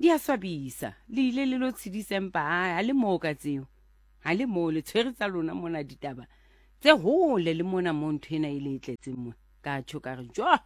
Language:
Southern Sotho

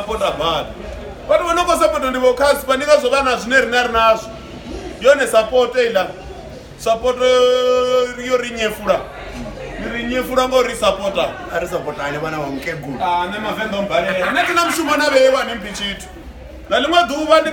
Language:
Venda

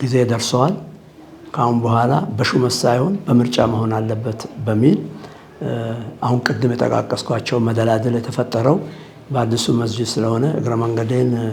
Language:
Amharic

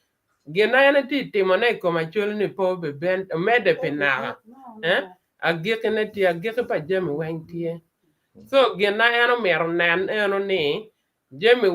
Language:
Acoli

